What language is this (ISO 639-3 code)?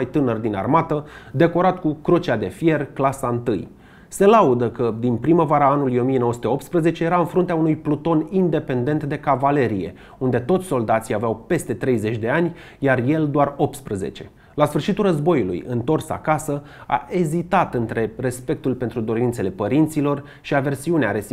ron